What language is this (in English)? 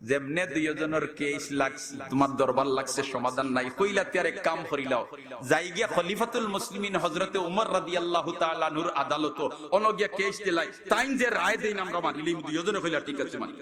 Sylheti